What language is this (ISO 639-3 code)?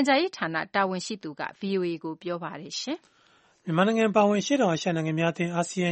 mya